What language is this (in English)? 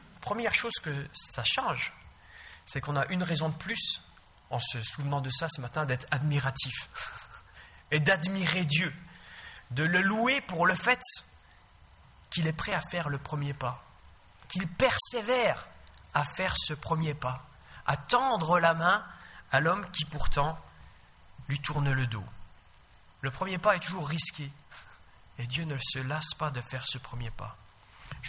French